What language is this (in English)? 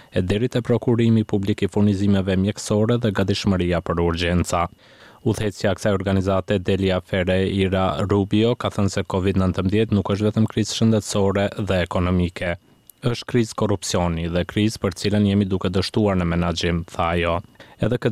Albanian